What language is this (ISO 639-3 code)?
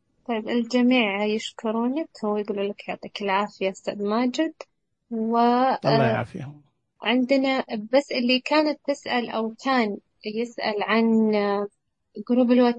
ars